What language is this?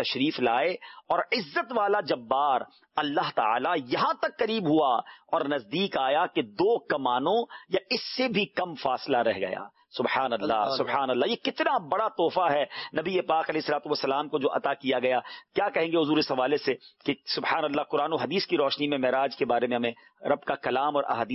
Urdu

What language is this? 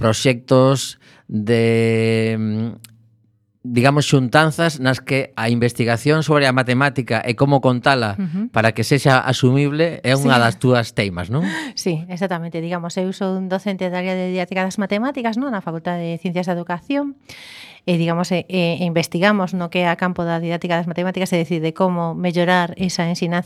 Galician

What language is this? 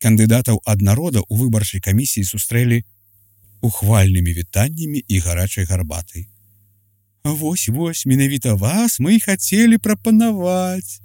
Belarusian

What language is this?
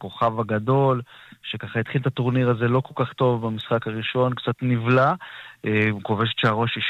Hebrew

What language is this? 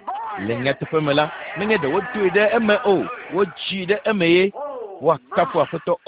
Ewe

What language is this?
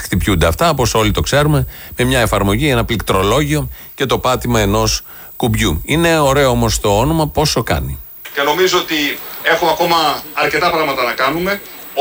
Greek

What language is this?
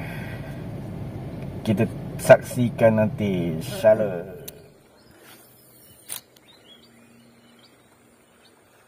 Malay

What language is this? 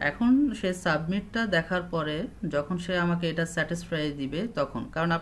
Bangla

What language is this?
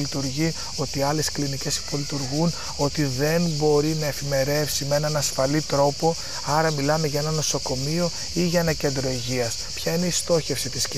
Greek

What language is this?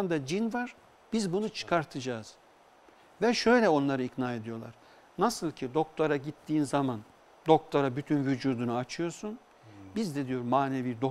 Turkish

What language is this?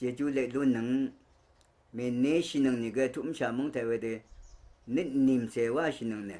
Rawang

